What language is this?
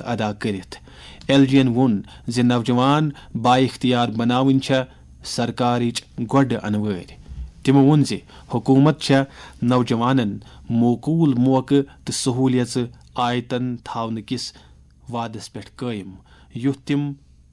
Kashmiri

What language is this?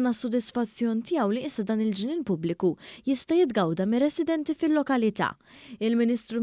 Maltese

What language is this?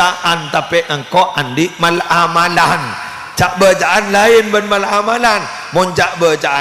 Madurese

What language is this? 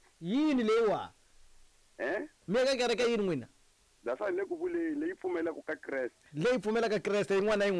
Tsonga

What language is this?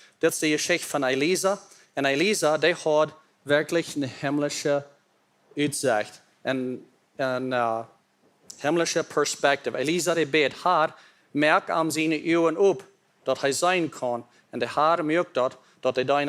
Plautdietsch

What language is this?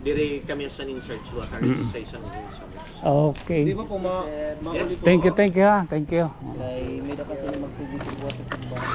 Waray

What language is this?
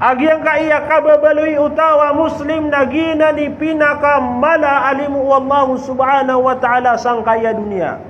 Maranao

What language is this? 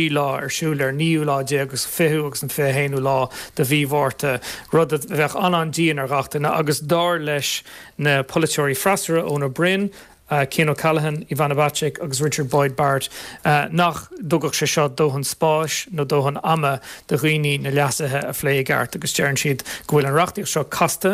Irish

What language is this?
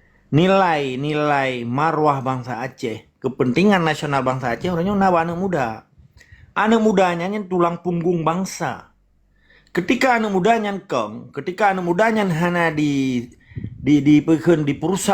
Achinese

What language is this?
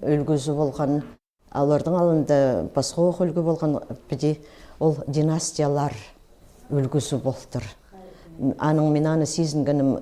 Khakas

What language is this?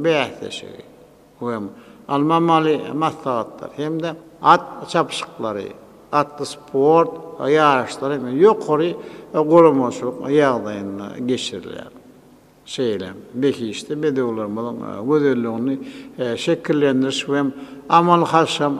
Turkmen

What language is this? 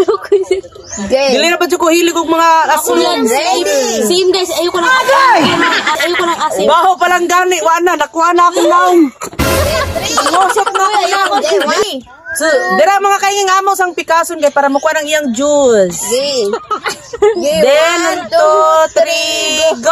Cebuano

